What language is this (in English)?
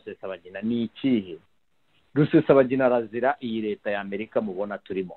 Kinyarwanda